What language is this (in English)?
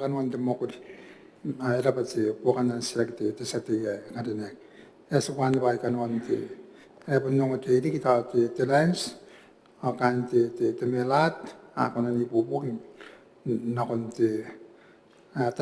Gilbertese